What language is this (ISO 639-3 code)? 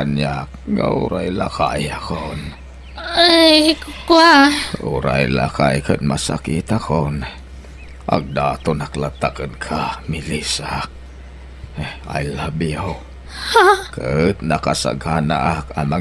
ilo